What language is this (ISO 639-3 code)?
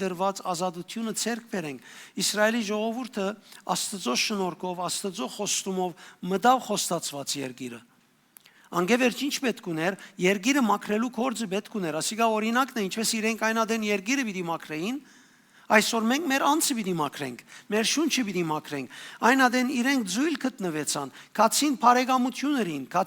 hyw